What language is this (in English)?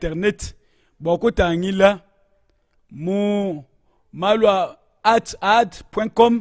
Luba-Lulua